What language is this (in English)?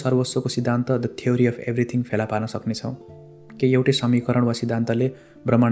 Nepali